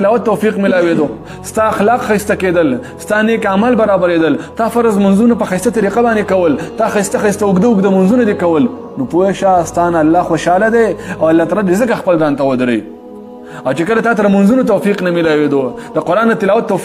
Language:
Pashto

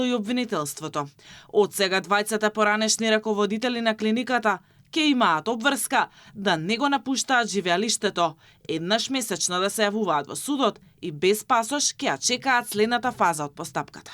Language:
Macedonian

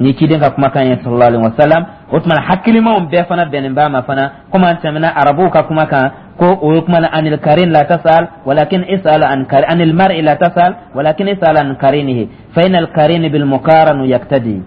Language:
Dyula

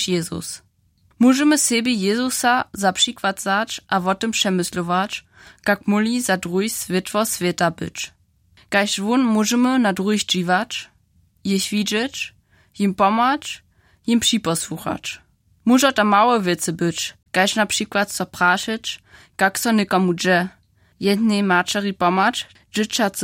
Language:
Upper Sorbian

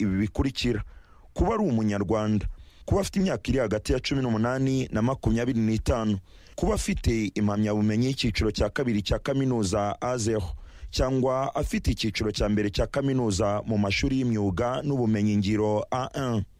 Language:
Kinyarwanda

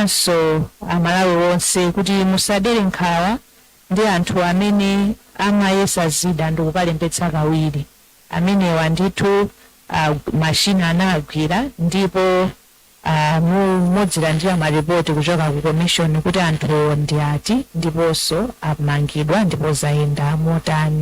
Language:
Nyanja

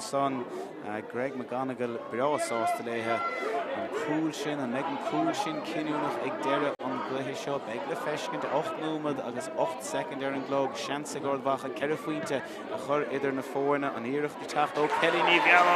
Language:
Irish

